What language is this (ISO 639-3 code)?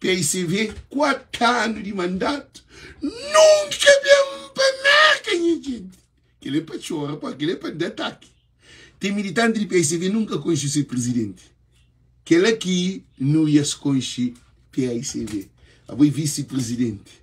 kea